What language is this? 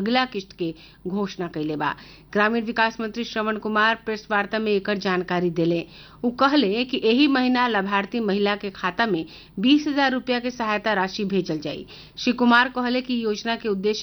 Bhojpuri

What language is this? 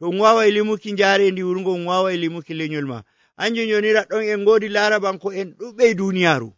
Nigerian Fulfulde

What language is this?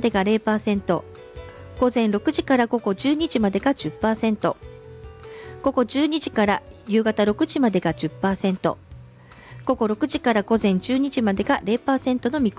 Japanese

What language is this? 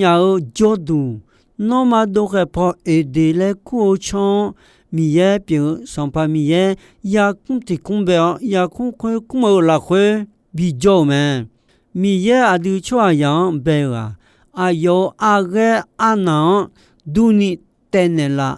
Akha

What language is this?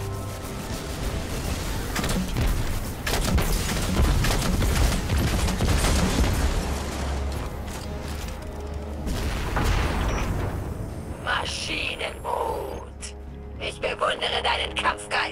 German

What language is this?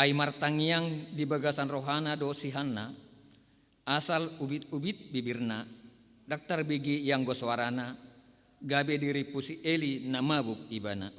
Batak Toba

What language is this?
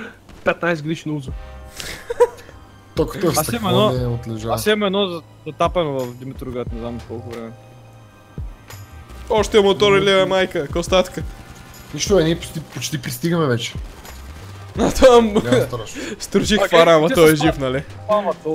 Bulgarian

